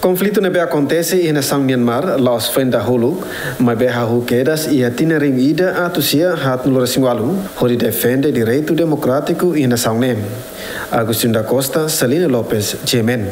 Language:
Tetum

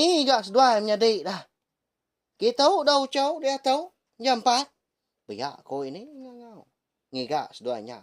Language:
Iban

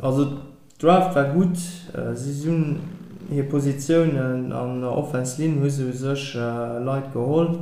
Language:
Luxembourgish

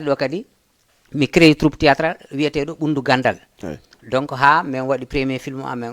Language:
Fula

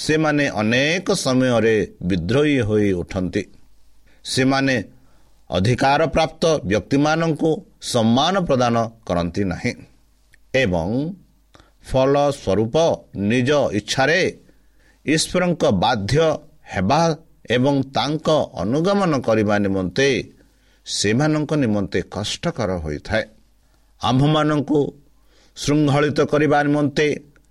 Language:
Odia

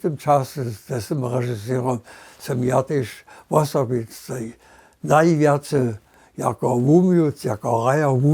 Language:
Upper Sorbian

